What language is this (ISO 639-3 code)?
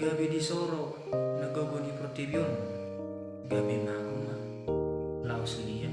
bbc